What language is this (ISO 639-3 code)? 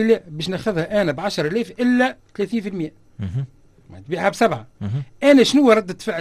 aeb